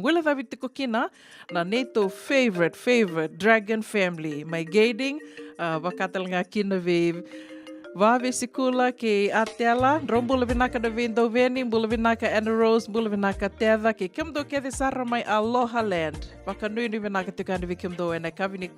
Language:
Fijian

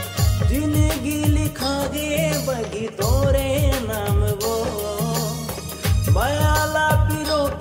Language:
Chhattisgarhi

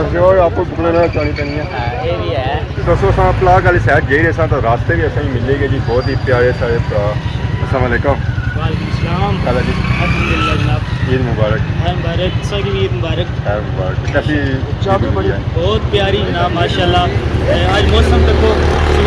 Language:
Pahari-Potwari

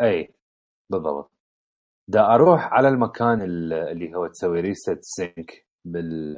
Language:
Mesopotamian Arabic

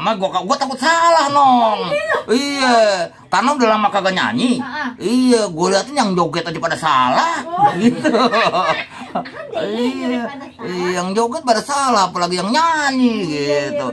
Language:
Betawi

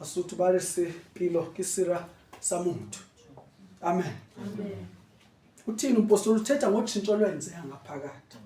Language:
Zulu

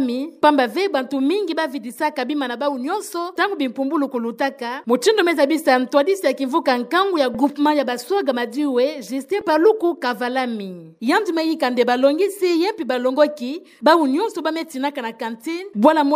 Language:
Kituba (Democratic Republic of Congo)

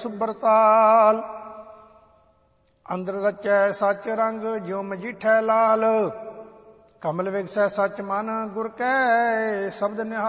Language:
Punjabi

